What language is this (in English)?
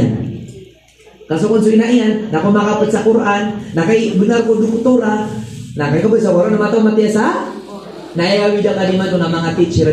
Maranao